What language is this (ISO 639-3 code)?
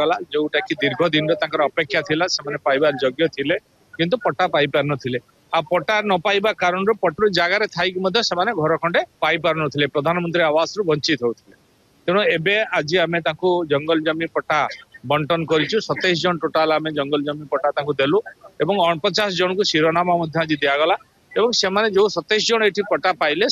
ori